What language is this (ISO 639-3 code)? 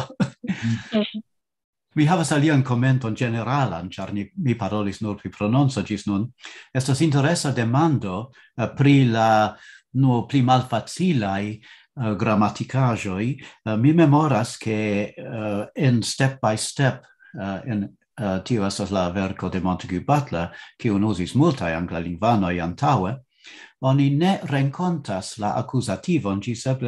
epo